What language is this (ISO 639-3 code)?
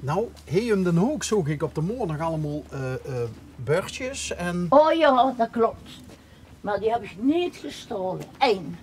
lim